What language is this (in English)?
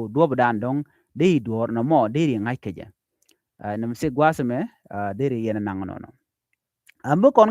Nuer